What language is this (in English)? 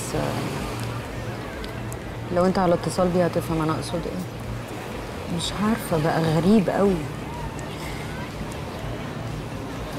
Egyptian Arabic